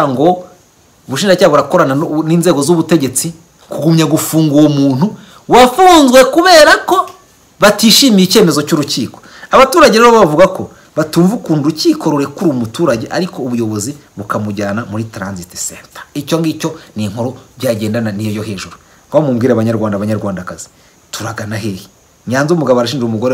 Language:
Kinyarwanda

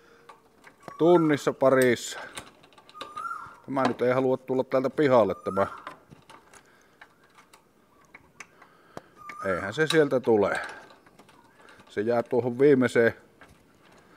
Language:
Finnish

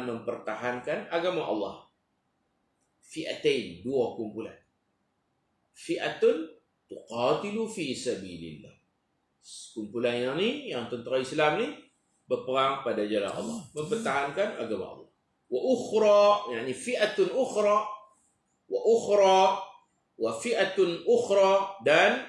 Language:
Malay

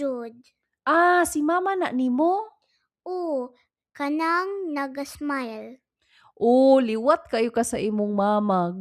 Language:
Cebuano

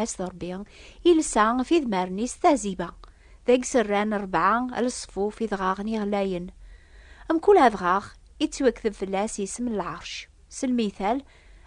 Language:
Kabyle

